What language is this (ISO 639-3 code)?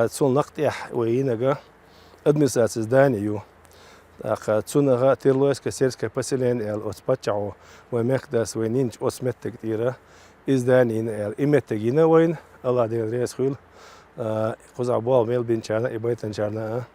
che